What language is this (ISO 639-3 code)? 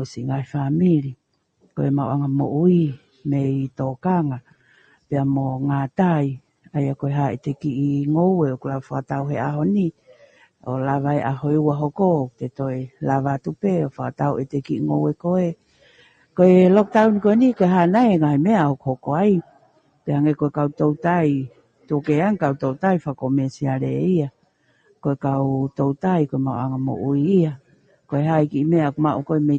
ton